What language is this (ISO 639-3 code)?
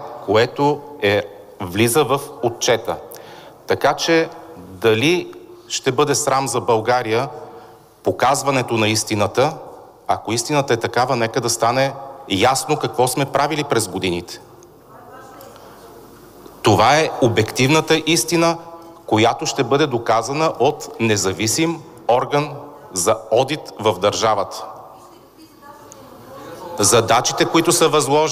bul